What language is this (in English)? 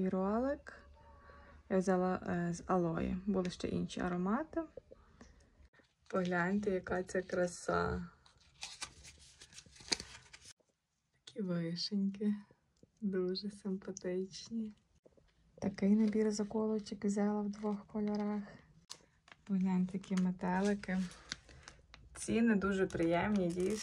Ukrainian